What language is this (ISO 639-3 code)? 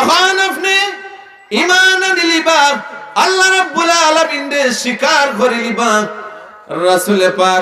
syl